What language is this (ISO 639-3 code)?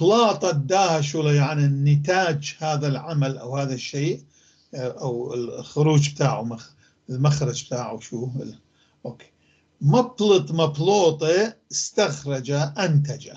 apc